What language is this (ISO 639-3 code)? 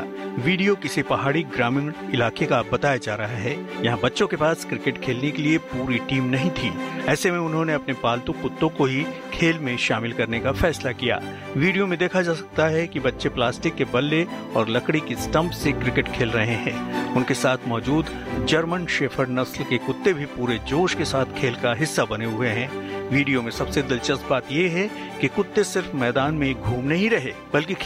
hin